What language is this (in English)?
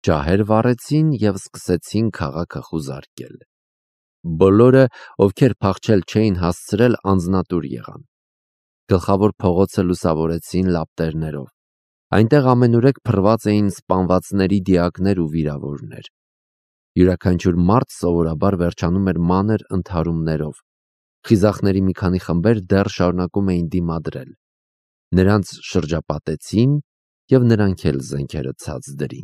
Armenian